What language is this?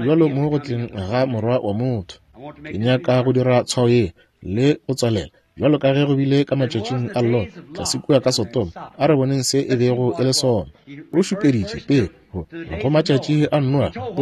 Northern Sotho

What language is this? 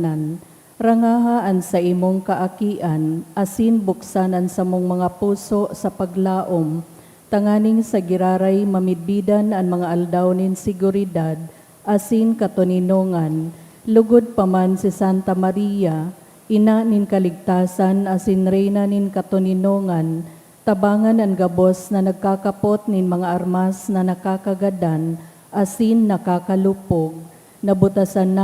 Bikol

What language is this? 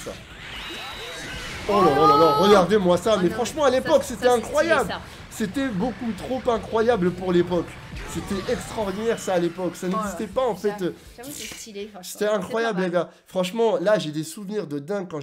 French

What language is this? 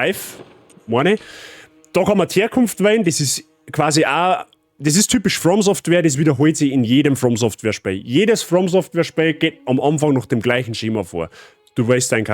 Bavarian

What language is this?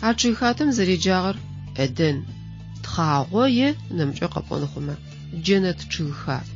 Adyghe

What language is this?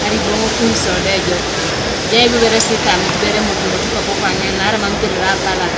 Teso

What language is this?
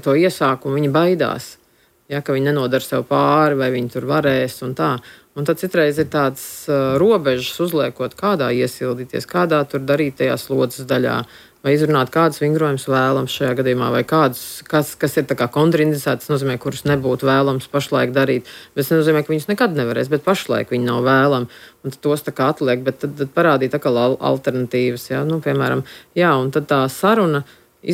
Latvian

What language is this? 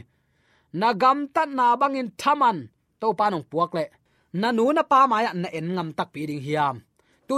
Tedim Chin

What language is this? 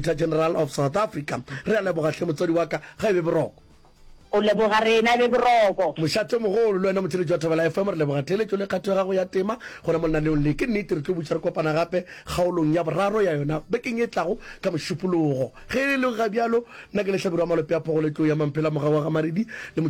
Northern Sotho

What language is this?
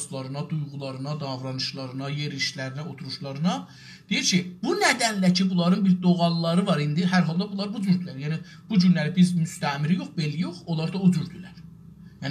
South Azerbaijani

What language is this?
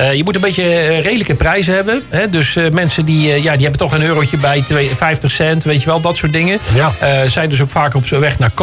Dutch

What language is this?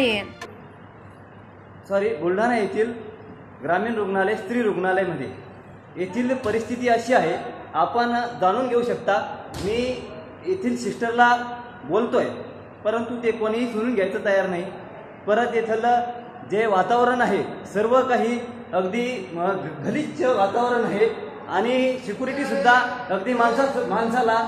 Marathi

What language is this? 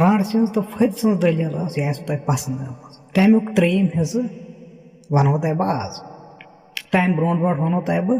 Kashmiri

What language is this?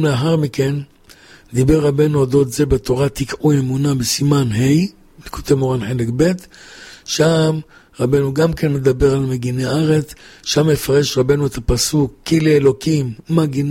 Hebrew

